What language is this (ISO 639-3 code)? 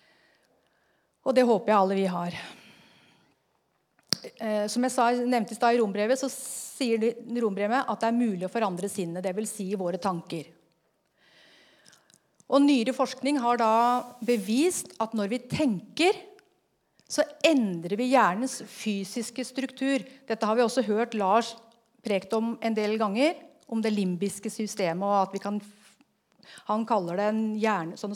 nor